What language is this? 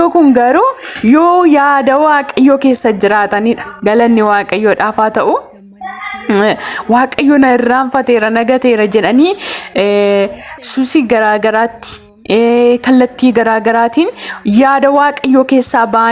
Oromo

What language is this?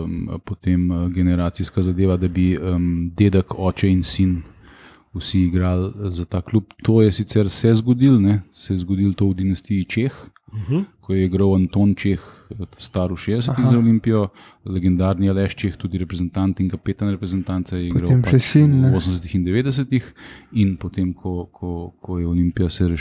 Slovenian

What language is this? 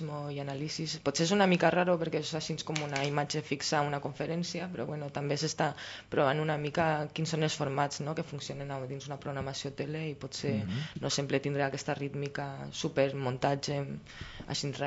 Catalan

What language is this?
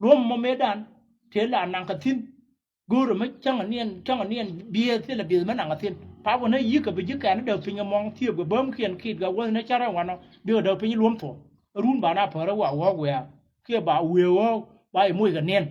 Nuer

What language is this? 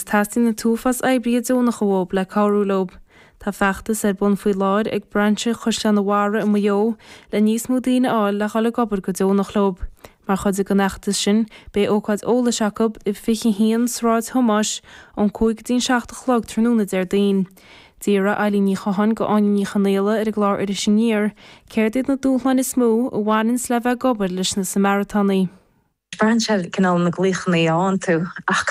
Irish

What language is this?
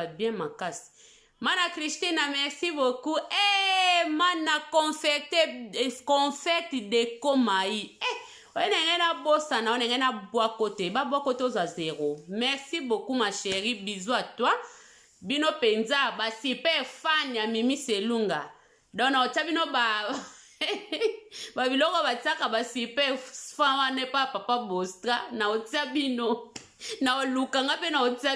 Lingala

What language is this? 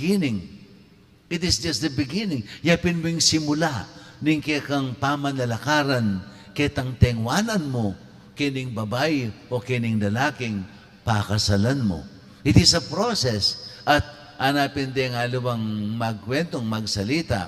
Pampanga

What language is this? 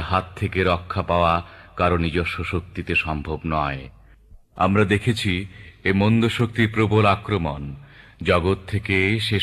Bangla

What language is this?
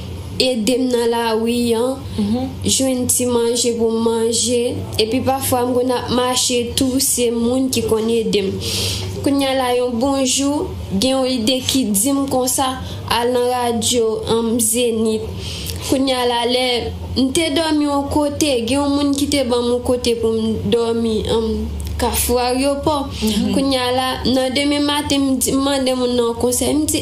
Haitian Creole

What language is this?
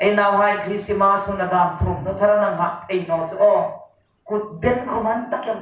Hmar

